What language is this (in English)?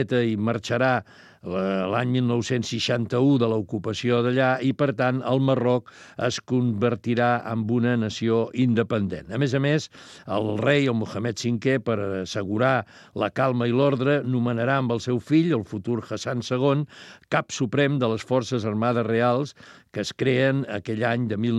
Catalan